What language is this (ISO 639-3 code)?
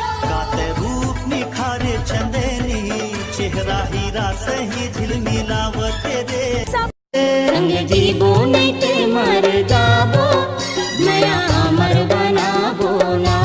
hne